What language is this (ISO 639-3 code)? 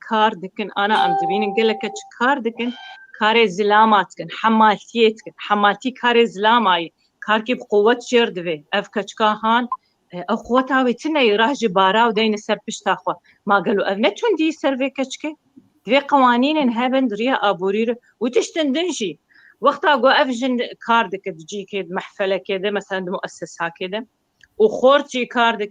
kur